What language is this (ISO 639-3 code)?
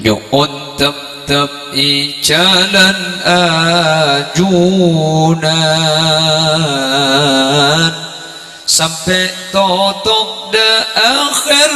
mad